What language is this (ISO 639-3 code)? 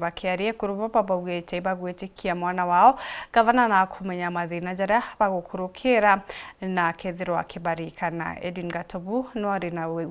mer